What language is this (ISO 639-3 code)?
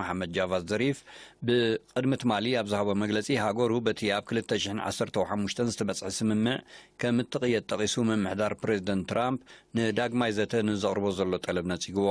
tir